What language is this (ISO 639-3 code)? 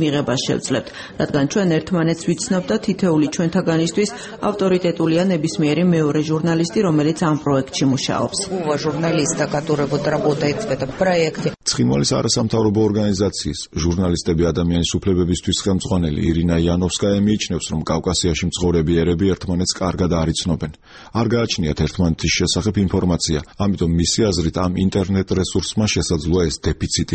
kat